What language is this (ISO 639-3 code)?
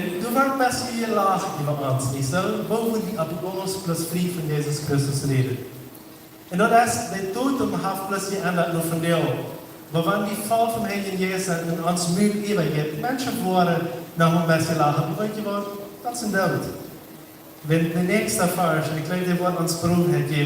pdt